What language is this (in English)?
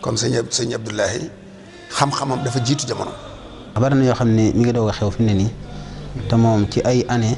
Wolof